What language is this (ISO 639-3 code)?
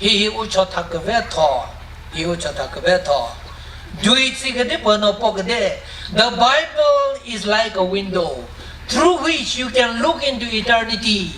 nri